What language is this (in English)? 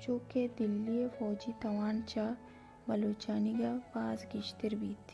Baluchi